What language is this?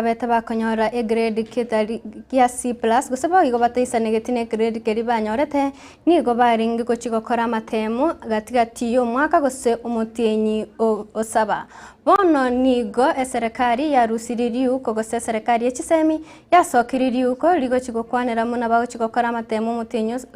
Gusii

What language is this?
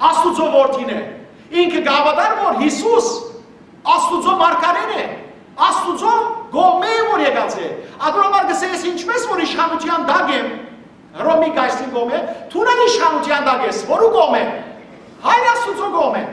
Western Armenian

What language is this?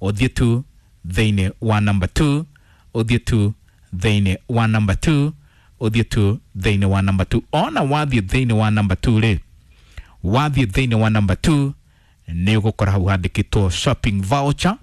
Kikuyu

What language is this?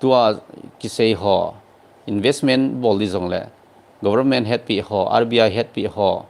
Thado Chin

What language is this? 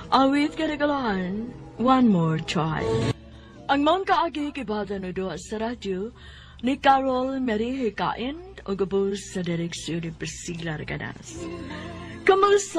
Cebuano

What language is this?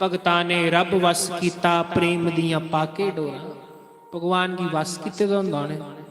Dogri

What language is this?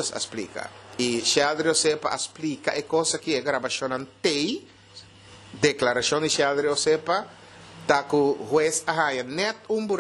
Papiamento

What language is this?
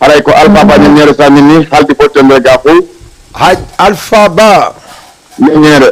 Fula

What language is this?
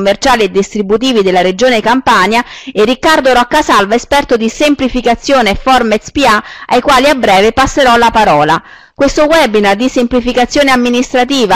Italian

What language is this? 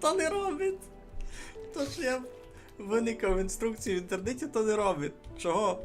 Rusyn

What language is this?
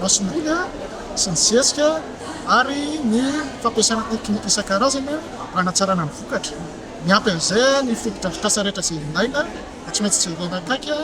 Malagasy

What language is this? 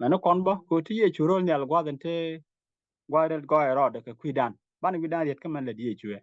Nuer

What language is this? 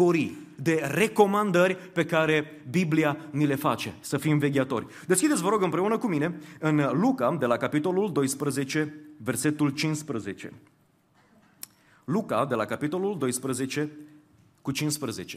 Romanian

